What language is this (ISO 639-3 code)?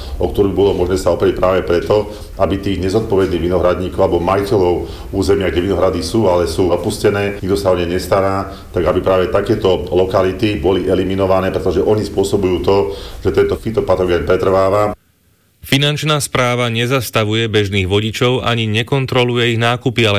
slk